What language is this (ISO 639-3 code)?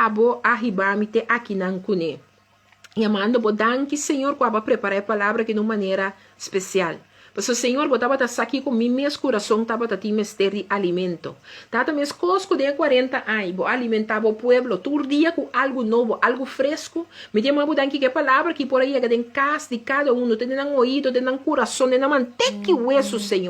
pap